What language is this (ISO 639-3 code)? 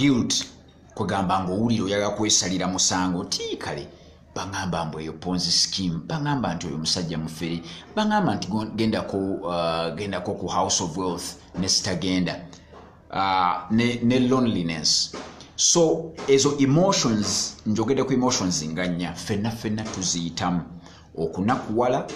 lug